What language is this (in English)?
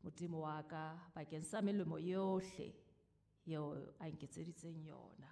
Southern Sotho